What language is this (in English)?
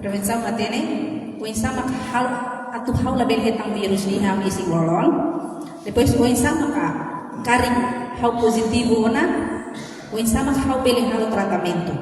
Tetum